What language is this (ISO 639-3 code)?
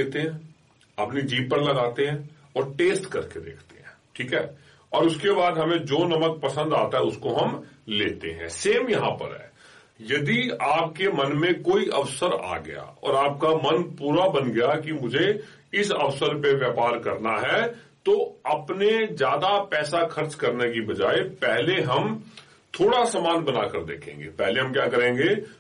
hin